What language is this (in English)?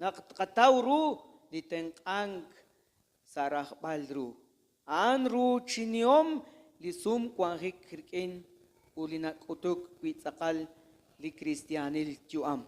Kekchí